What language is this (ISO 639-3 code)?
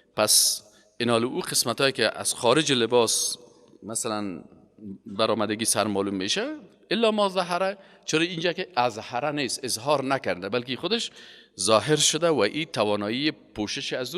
fas